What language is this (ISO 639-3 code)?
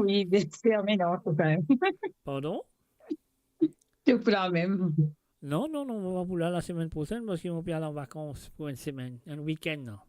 mfe